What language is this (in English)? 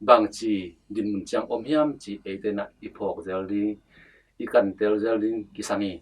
Tedim Chin